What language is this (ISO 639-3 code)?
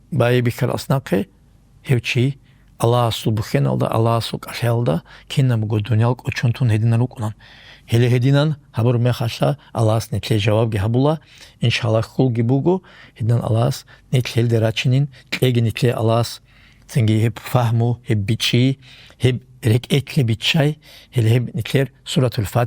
ava